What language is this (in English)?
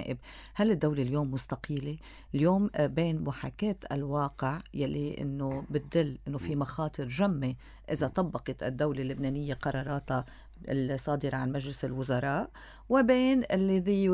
North Levantine Arabic